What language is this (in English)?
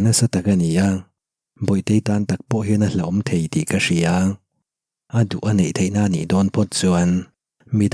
Mizo